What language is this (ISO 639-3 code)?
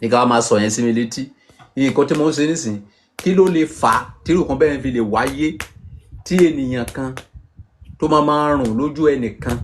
yor